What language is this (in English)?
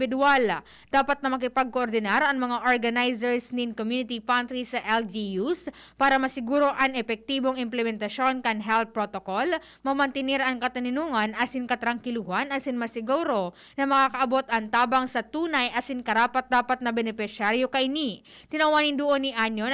Bikol